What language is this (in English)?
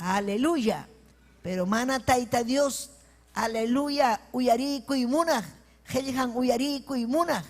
Ayacucho Quechua